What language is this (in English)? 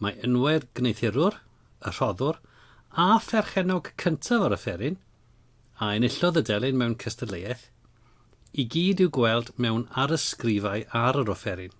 Welsh